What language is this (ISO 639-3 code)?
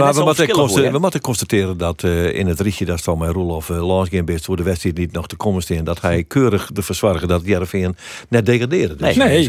fry